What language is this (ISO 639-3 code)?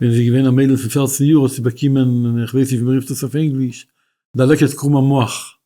yid